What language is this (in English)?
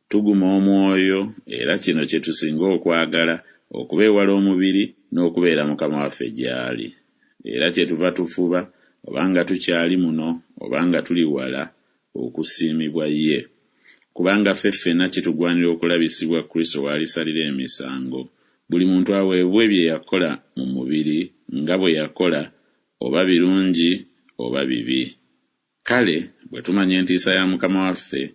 Ganda